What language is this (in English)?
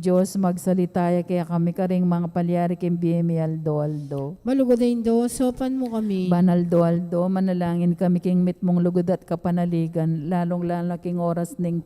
Pampanga